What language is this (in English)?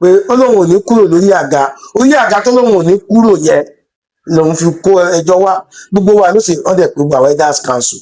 Yoruba